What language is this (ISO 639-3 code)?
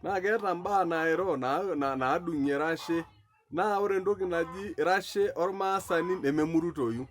mas